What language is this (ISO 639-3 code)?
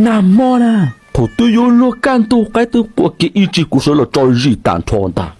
hmn